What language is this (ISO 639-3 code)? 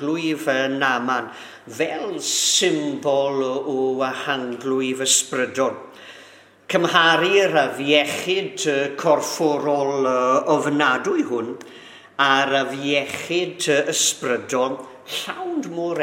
cym